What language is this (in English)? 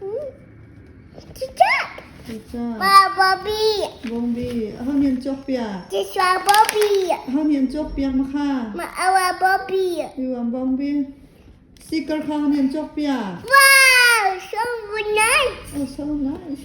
Hakha Chin